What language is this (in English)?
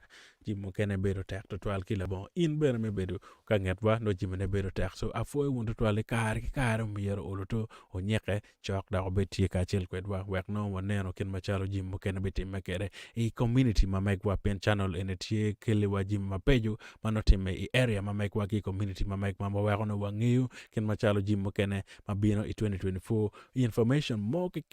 Acoli